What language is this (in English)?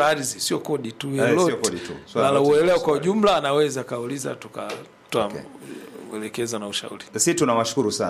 Swahili